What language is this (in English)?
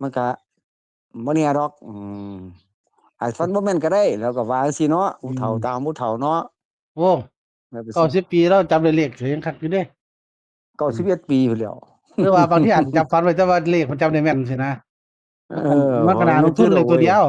Northeastern Thai